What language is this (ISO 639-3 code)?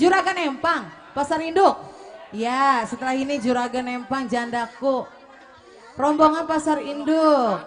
bew